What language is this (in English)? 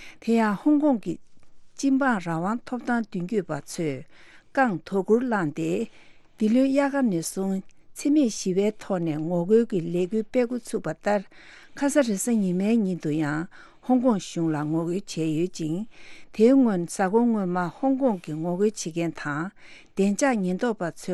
Tibetan